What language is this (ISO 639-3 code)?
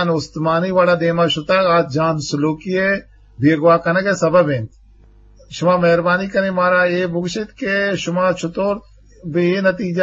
bgp